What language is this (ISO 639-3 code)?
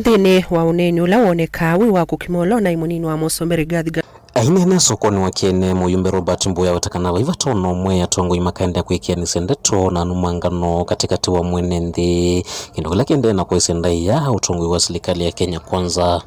kam